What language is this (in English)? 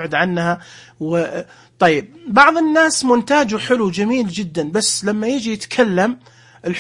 Najdi Arabic